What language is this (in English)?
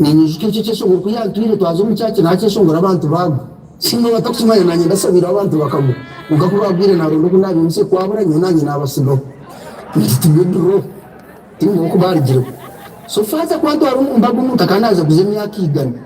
Nyankole